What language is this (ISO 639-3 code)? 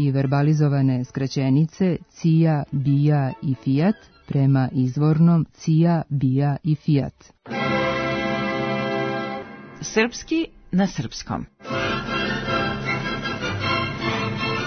srp